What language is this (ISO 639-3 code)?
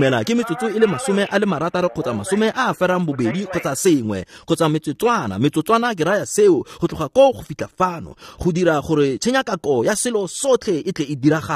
tsn